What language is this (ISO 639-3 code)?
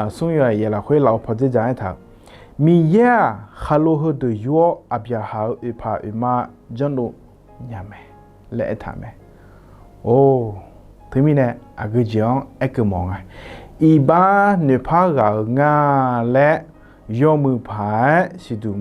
ahk